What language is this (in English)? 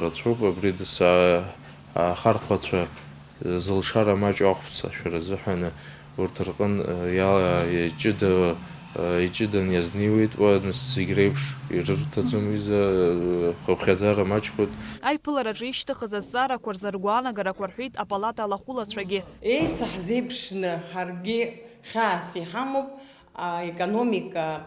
Abkhazian